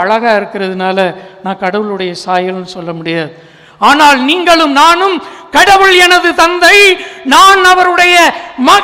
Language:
Tamil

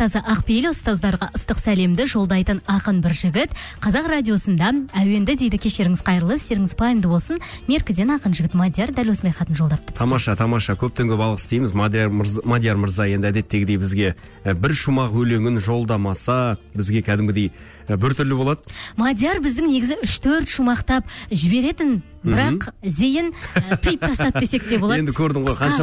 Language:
Kazakh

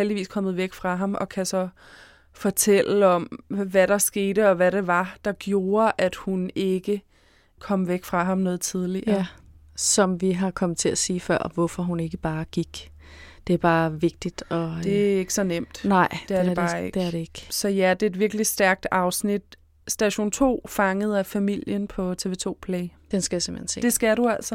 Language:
Danish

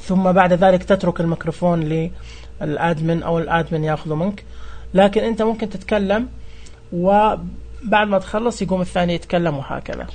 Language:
Najdi Arabic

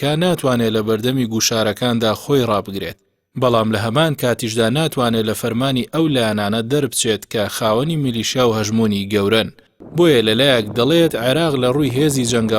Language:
Central Kurdish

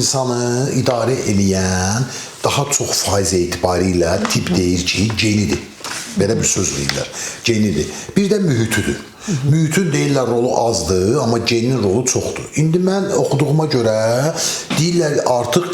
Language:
Azerbaijani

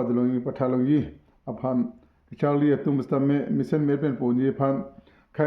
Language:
Karbi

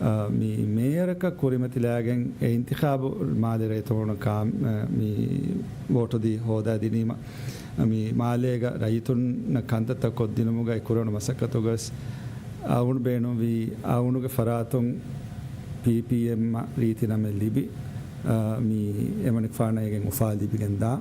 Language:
Divehi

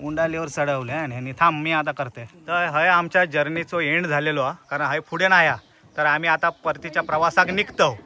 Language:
Konkani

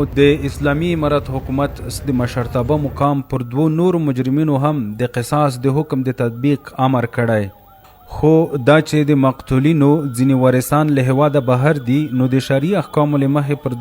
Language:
Pashto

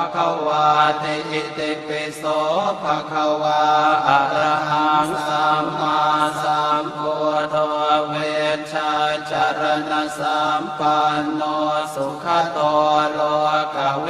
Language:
Pali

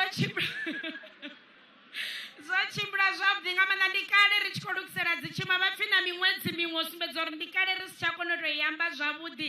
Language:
Venda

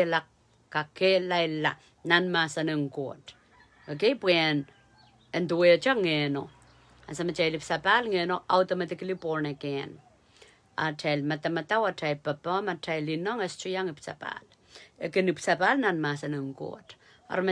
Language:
Pohnpeian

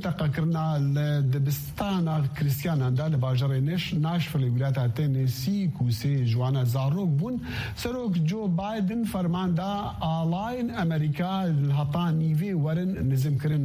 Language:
Kurdish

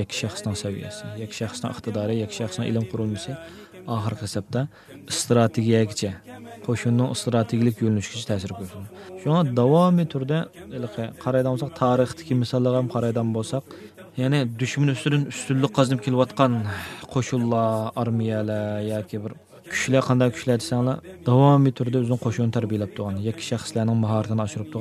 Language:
Uyghur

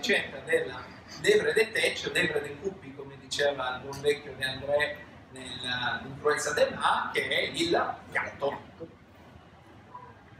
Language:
Italian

